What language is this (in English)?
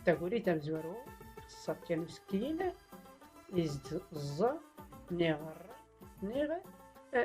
Tachelhit